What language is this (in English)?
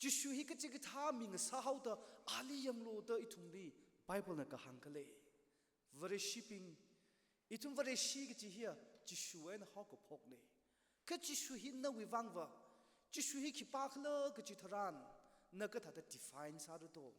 Tangkhul Naga (India)